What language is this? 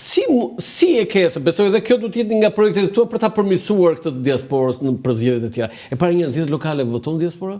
Albanian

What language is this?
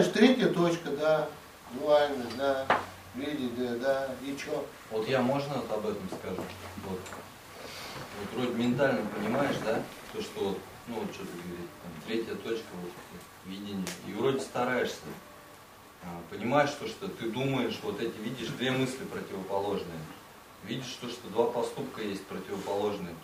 Russian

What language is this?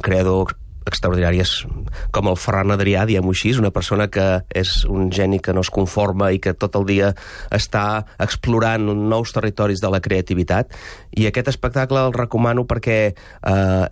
Catalan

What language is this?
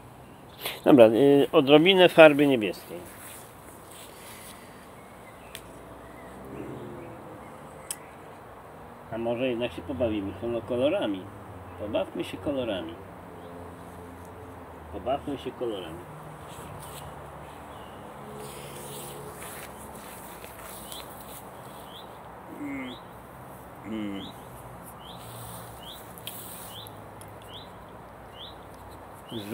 Polish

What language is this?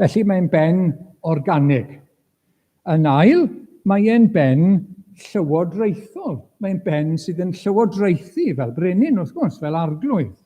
Welsh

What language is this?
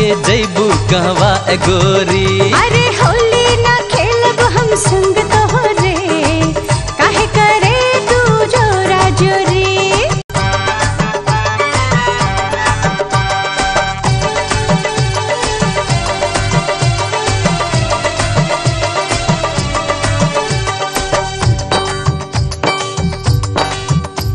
Bhojpuri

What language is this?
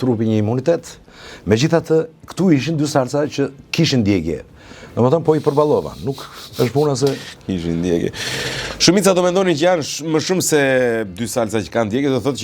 Albanian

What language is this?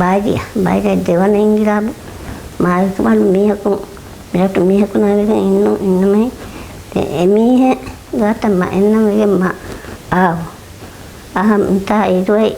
Divehi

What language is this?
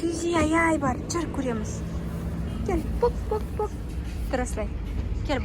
Kazakh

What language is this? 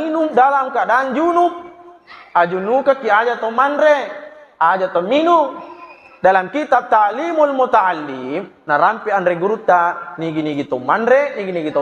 Buginese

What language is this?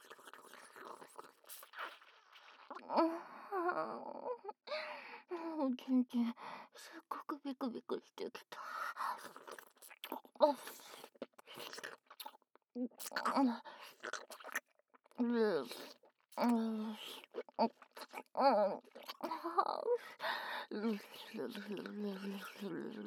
Japanese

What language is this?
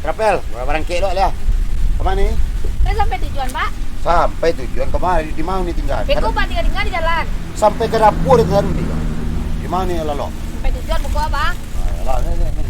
Minangkabau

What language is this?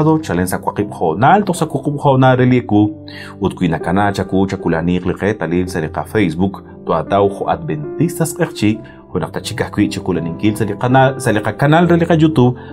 Kekchí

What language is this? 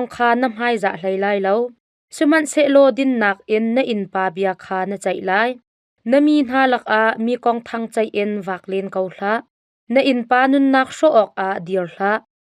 Hakha Chin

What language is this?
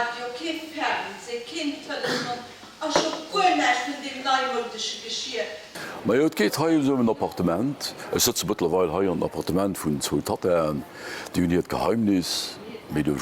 Luxembourgish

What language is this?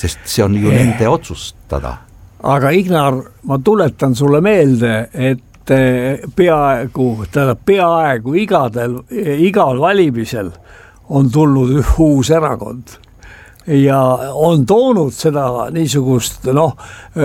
Estonian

